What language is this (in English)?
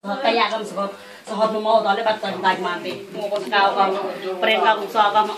Mon